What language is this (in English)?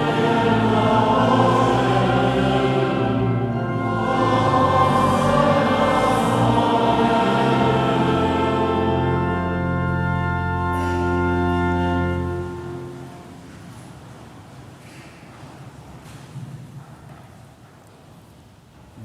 Upper Sorbian